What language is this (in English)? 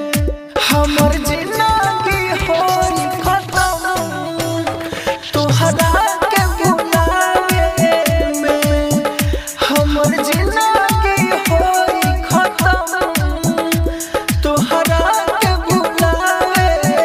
Bhojpuri